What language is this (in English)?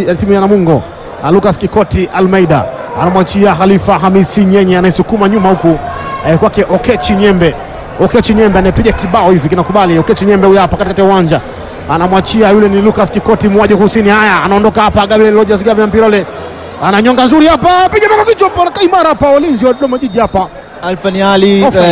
Swahili